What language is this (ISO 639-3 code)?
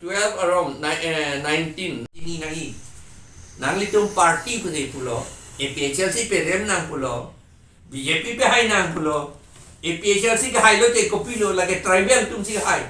mjw